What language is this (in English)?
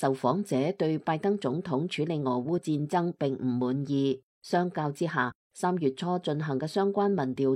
Cantonese